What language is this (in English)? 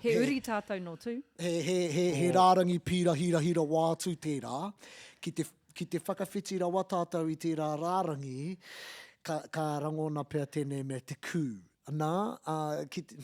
Māori